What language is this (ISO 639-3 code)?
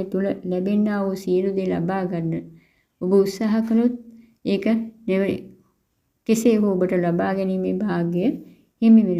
sin